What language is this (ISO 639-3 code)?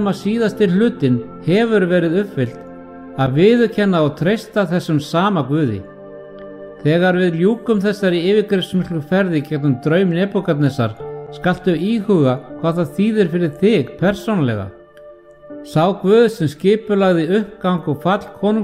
isl